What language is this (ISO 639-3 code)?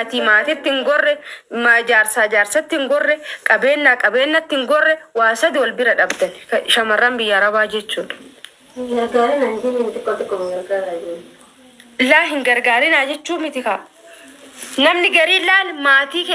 orm